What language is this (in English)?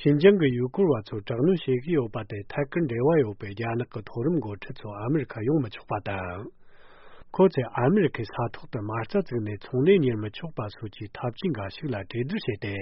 Tibetan